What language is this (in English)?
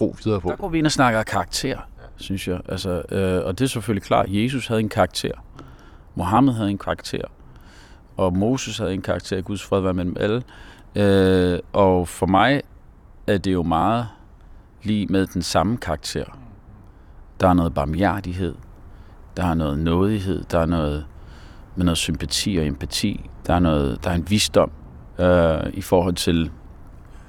Danish